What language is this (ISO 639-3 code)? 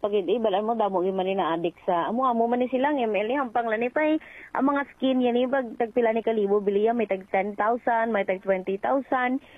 hil